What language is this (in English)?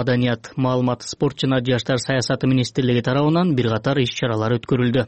Kyrgyz